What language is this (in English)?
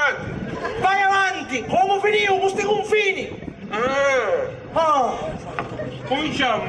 Sicilian